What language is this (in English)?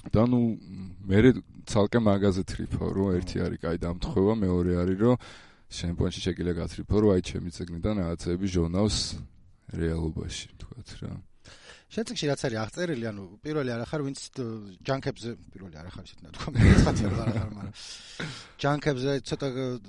Georgian